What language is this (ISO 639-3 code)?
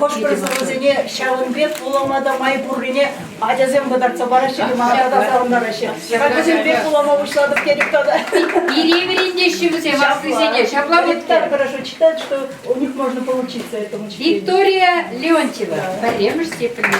chv